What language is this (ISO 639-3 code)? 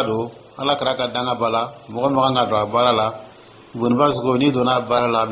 dyu